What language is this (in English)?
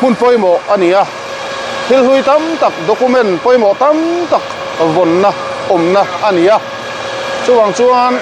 Mizo